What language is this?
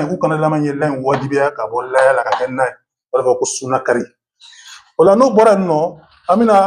Bambara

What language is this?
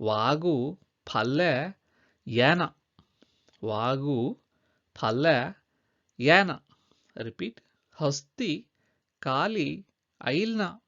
Konkani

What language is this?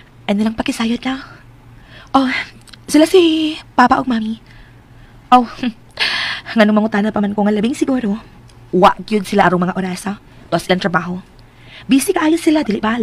Cebuano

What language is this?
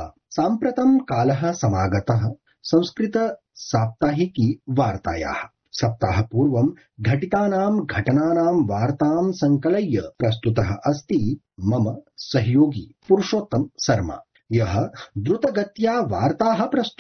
Sanskrit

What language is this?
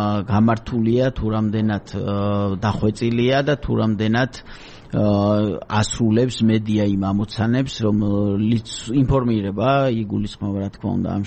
Georgian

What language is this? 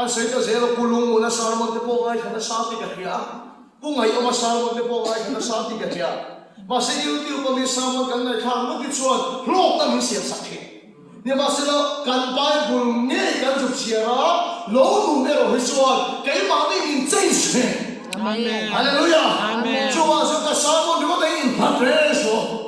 Mizo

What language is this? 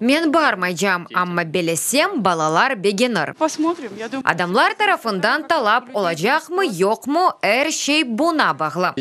Crimean Tatar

